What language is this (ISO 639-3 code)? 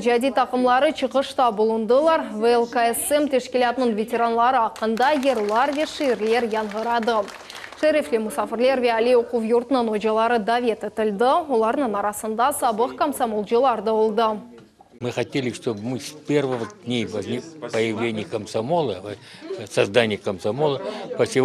crh